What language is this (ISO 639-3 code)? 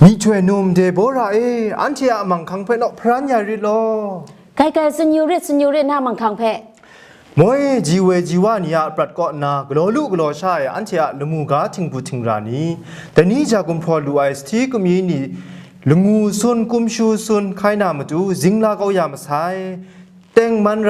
kac